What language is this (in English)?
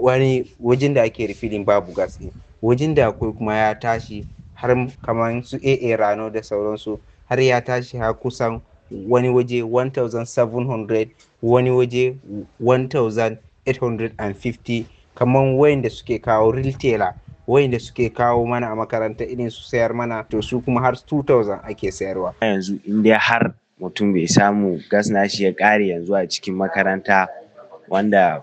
Hausa